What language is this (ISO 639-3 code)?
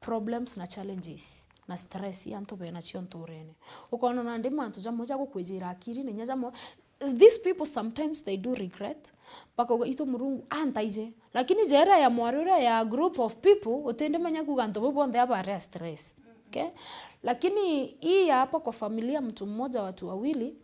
mer